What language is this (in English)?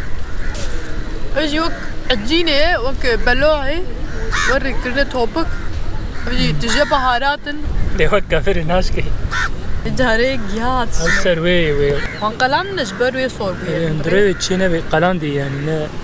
Kurdish